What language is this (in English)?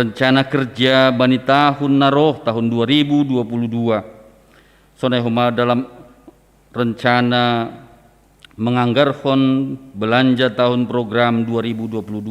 Batak Simalungun